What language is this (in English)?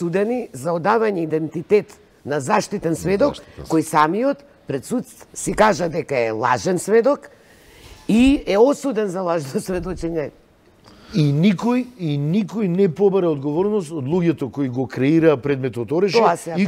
Macedonian